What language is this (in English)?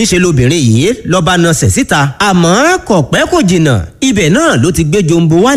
Yoruba